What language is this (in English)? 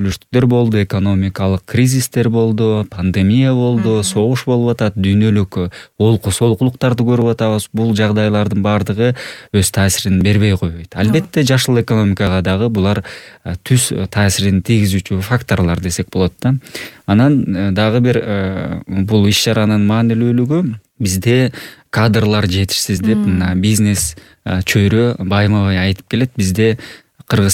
Kyrgyz